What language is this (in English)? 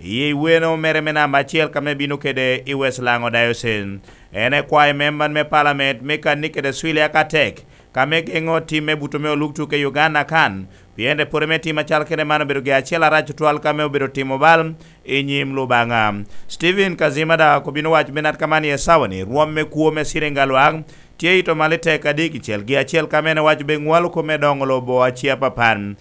Lango (Uganda)